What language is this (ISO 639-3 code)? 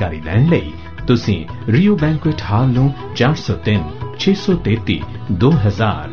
pan